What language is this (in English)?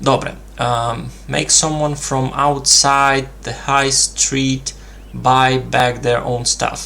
Rusyn